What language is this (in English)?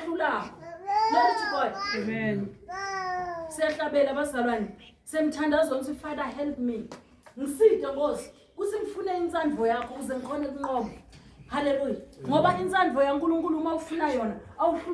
Zulu